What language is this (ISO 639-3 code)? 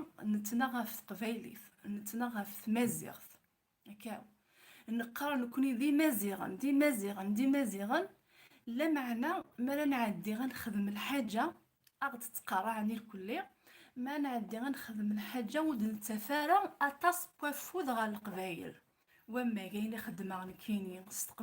kab